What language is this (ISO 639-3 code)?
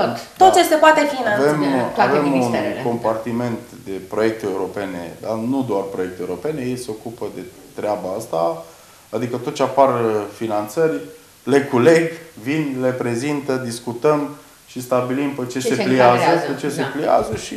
ron